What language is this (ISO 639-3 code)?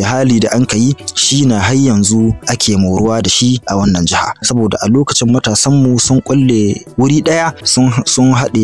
hau